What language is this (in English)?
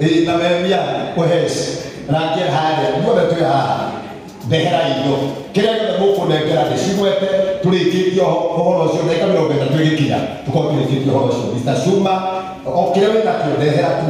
Kikuyu